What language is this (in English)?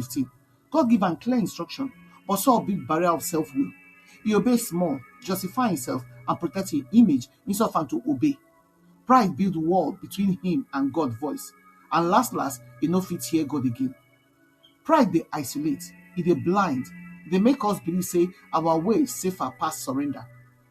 Nigerian Pidgin